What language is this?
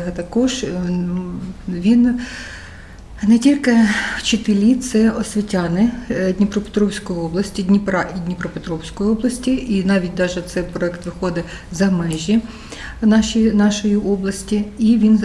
Ukrainian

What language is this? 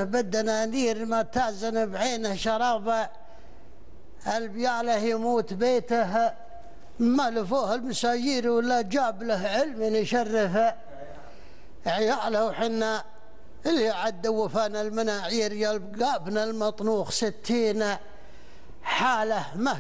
Gulf Arabic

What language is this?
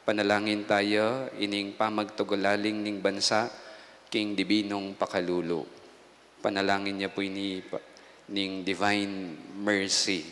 Pampanga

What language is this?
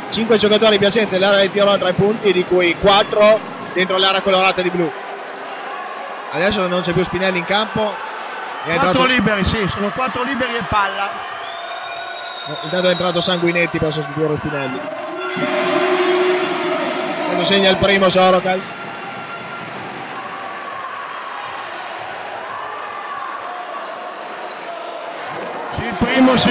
Italian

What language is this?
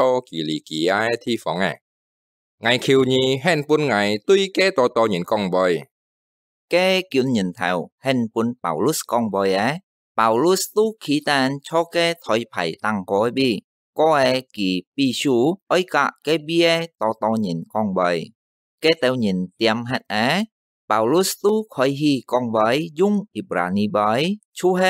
Hakka Chinese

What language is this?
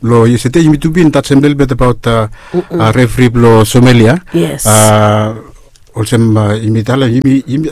Bislama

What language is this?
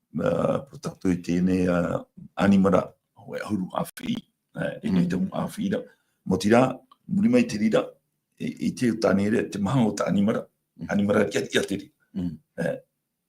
Tahitian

